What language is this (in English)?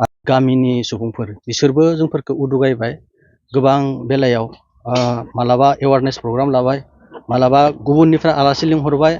Bodo